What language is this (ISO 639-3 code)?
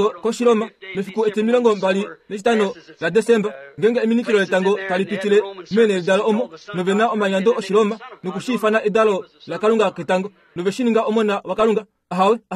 kua